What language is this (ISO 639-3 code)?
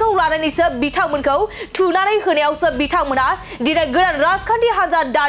brx